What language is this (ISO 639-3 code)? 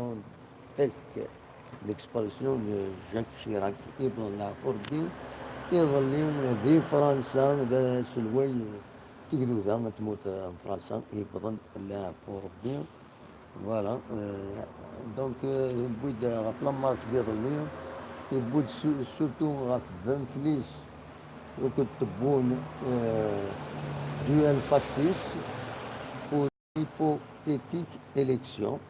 kab